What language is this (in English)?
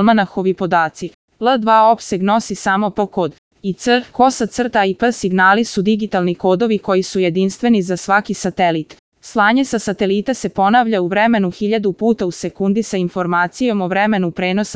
Serbian